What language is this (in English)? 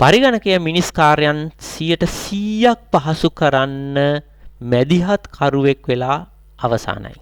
Sinhala